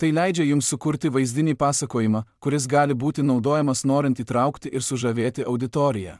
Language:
Lithuanian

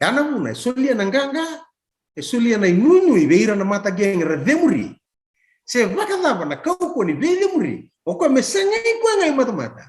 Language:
Fijian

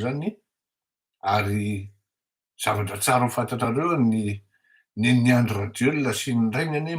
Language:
Malagasy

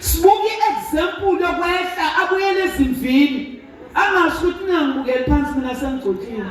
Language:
Zulu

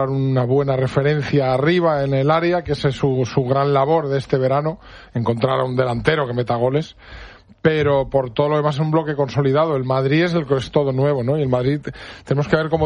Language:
Spanish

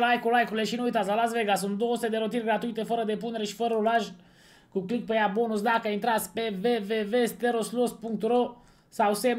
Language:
Romanian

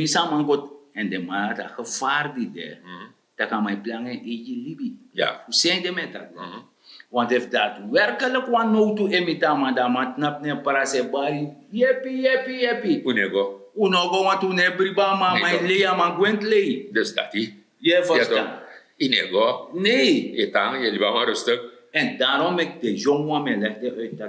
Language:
Sranan Tongo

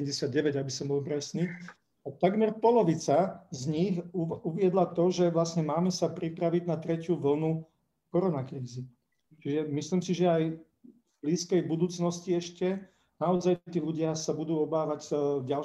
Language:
Slovak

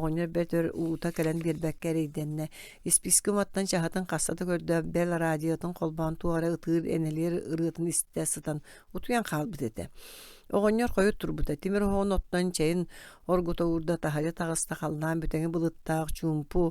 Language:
Yakut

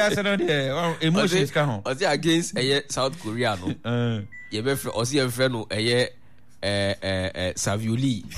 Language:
Akan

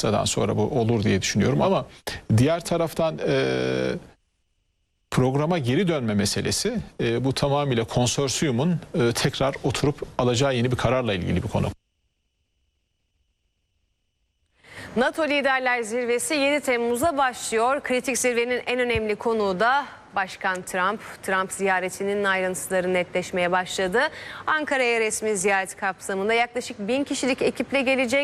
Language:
Turkish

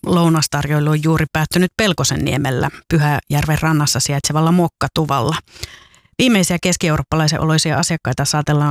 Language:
Finnish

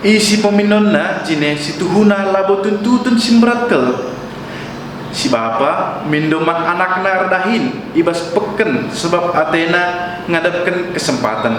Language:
Batak Karo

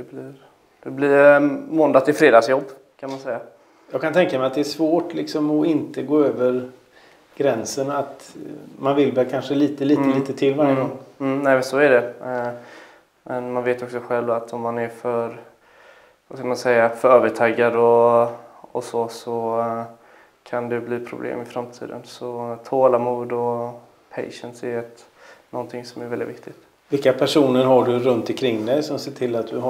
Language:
Swedish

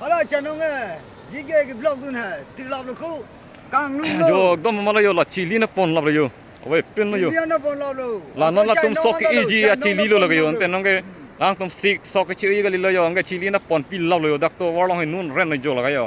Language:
Karbi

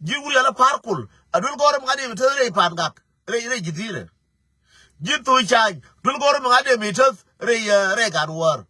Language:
Nuer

